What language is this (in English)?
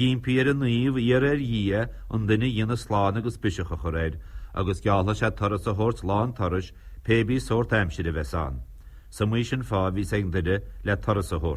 Irish